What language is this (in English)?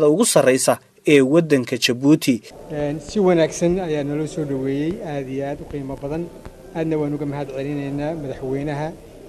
Somali